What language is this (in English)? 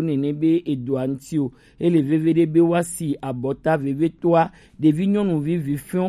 Gen